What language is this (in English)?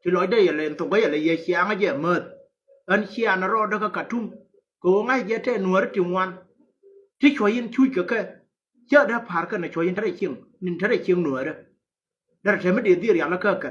Nuer